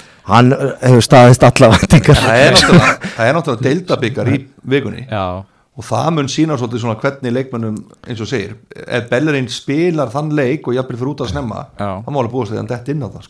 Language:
Icelandic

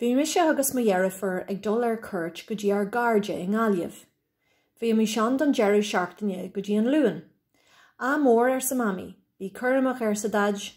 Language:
Irish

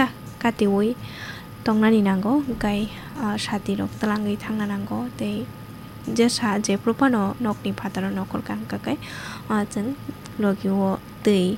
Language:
Kok Borok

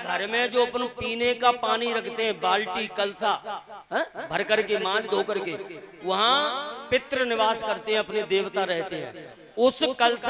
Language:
Hindi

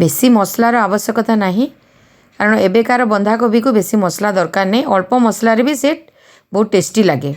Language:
Odia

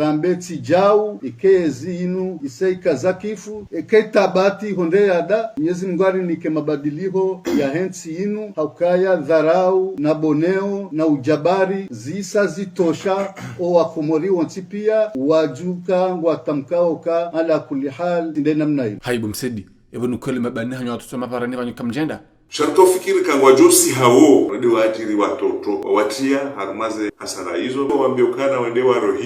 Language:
Ngazidja Comorian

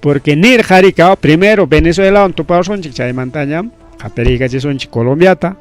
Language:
Ayacucho Quechua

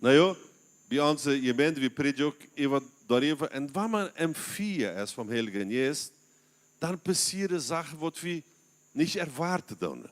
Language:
Plautdietsch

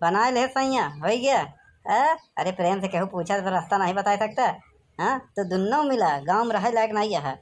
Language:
Awadhi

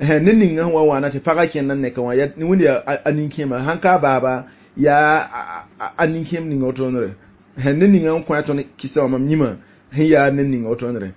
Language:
Mossi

